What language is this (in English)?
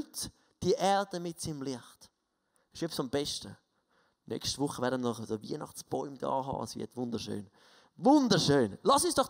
Swiss German